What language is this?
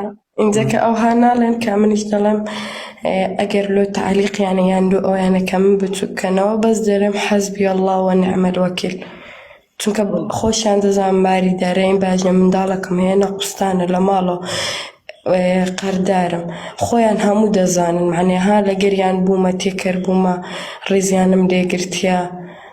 Central Kurdish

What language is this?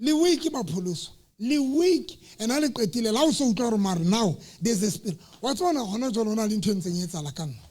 Southern Sotho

